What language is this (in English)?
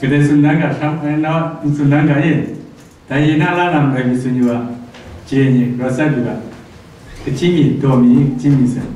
Kachin